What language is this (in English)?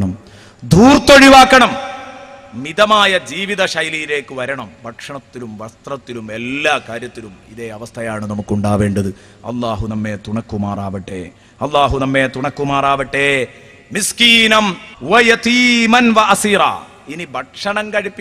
Malayalam